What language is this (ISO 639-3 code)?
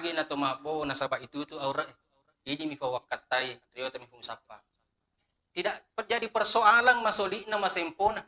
bug